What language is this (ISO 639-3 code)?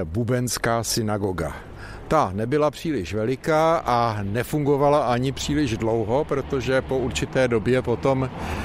ces